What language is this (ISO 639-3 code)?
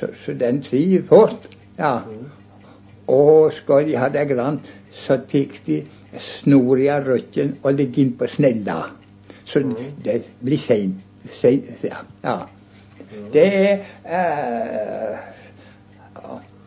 nor